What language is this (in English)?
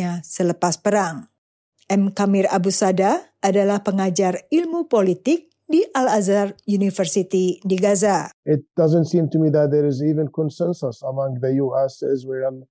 Indonesian